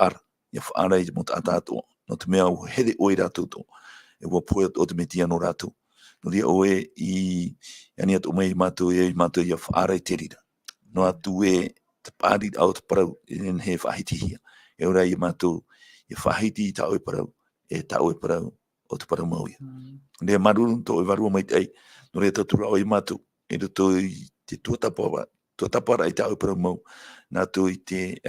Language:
Tahitian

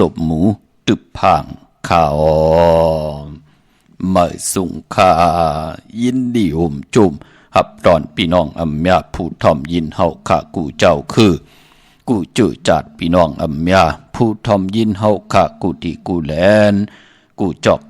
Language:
Shan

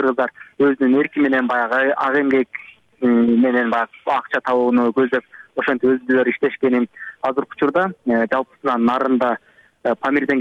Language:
Kyrgyz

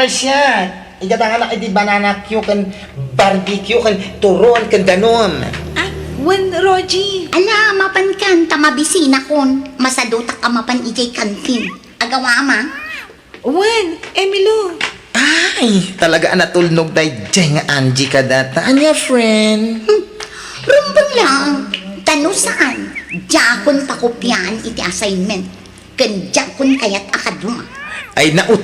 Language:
Iloko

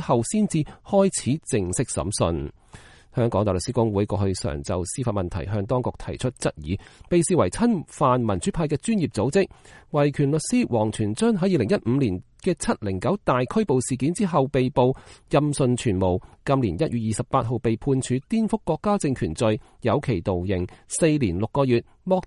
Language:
Cantonese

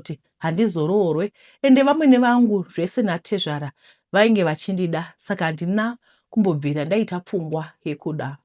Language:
Shona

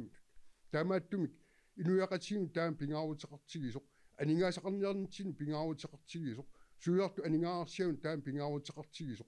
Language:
Kalaallisut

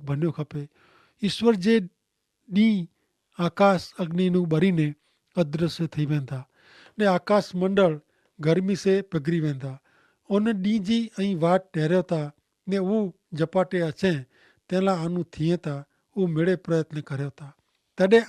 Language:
Kachhi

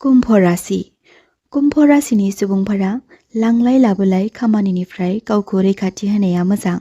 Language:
Bodo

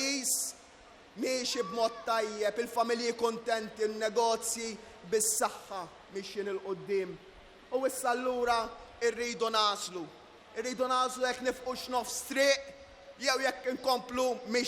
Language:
Maltese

